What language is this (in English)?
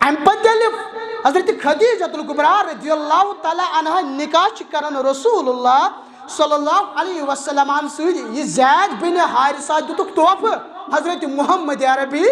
Kashmiri